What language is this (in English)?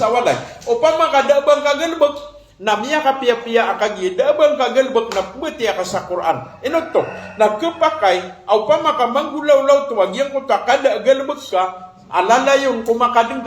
Maranao